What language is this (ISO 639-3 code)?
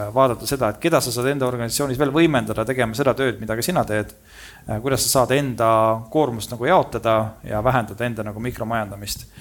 est